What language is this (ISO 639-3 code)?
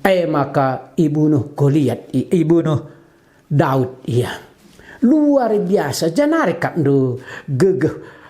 btx